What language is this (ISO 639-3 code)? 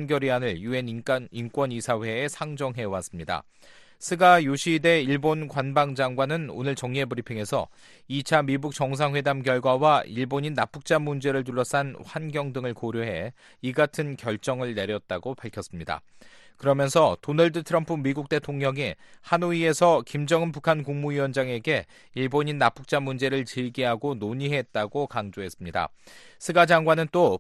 kor